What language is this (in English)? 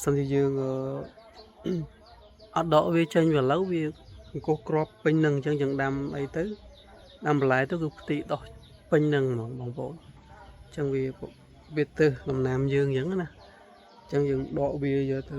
Khmer